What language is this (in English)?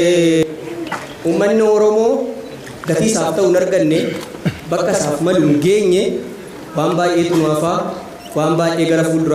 Oromo